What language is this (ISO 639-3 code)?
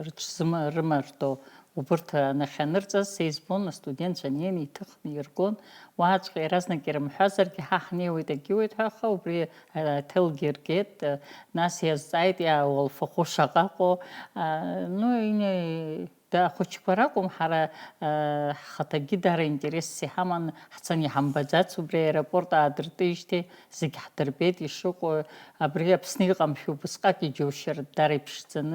abk